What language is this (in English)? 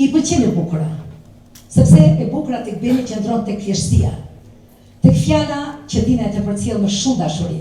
Albanian